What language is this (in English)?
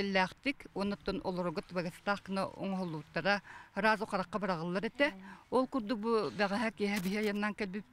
Yakut